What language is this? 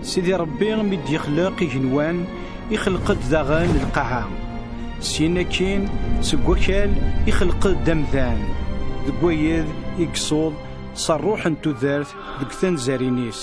Kabyle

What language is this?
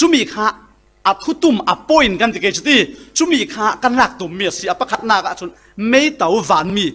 Falam Chin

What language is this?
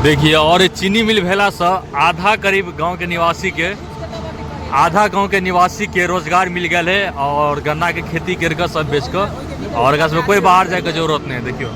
Maithili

